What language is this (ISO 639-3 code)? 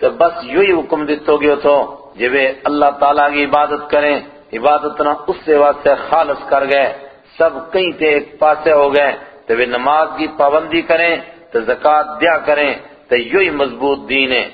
gju